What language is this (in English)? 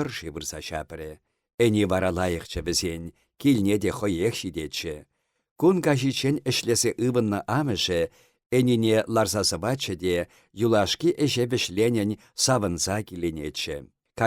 Chuvash